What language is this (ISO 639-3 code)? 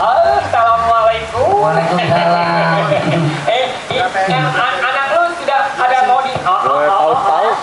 bew